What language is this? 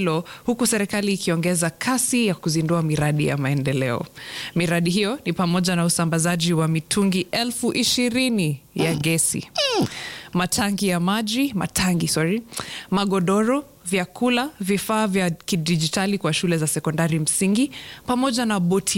Swahili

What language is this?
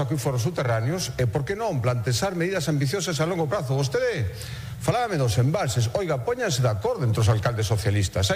Galician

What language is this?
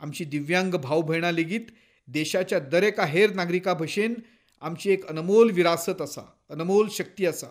Konkani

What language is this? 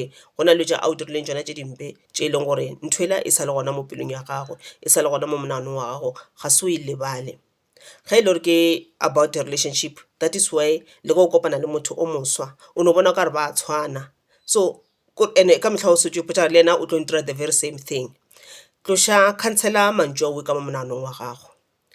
Northern Sotho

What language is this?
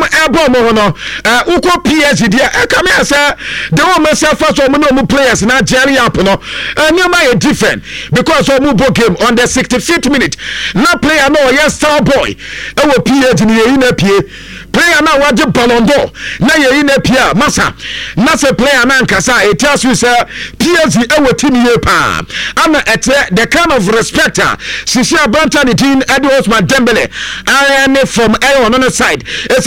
Akan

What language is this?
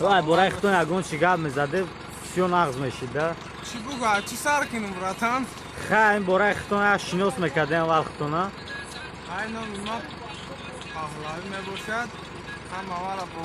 Tajik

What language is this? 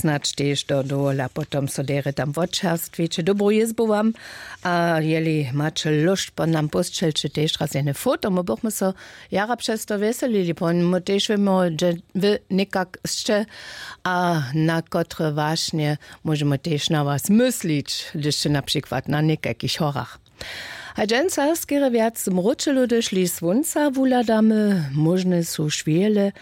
Upper Sorbian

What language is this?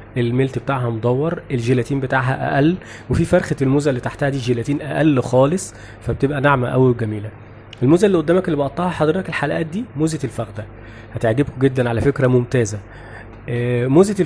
Egyptian Arabic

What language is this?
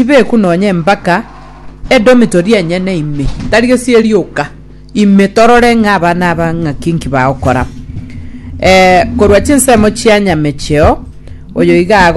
Gusii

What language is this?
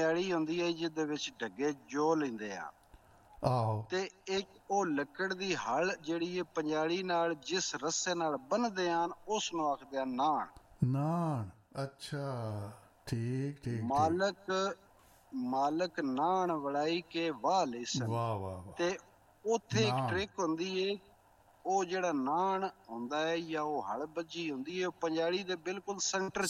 Punjabi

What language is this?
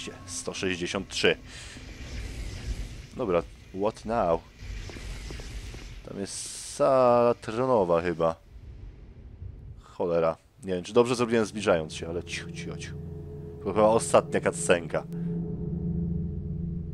Polish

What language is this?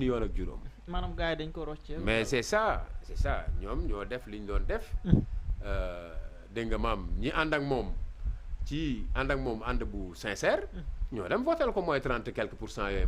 Wolof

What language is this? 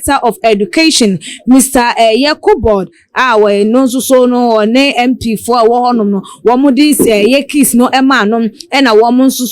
Akan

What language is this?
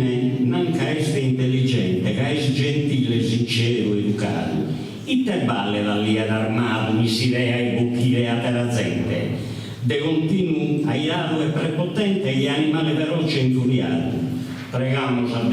Sardinian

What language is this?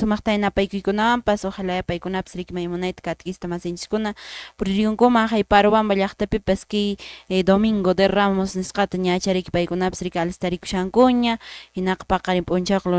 Quechua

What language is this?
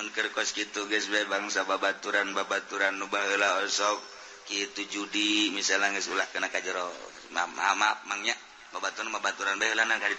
Sundanese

